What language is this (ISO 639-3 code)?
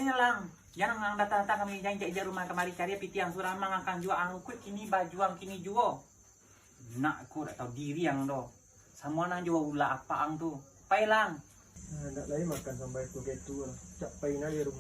min